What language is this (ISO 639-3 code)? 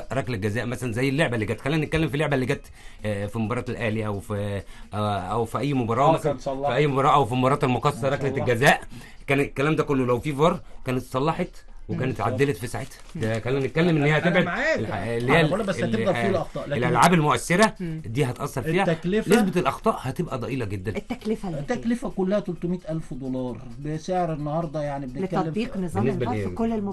arz